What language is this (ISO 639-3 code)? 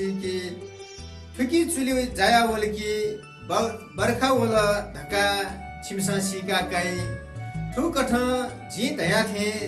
new